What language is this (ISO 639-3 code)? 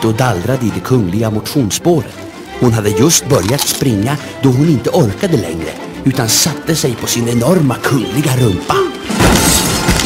swe